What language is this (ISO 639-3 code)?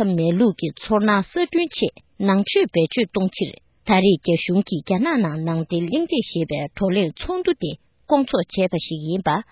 bod